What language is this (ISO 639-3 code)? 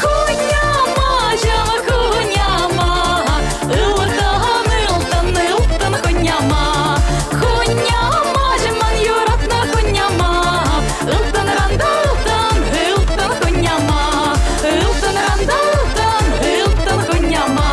chv